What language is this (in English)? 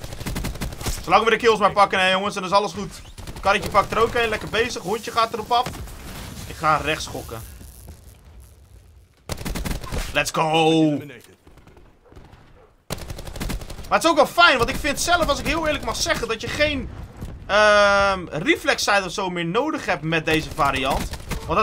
Dutch